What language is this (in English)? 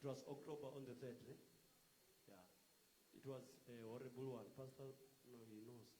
Venda